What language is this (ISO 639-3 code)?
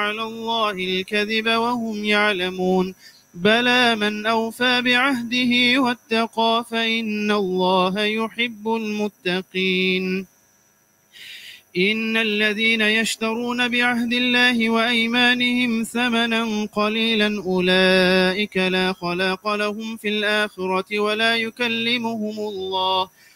ara